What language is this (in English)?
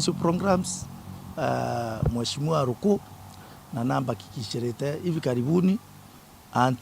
Meru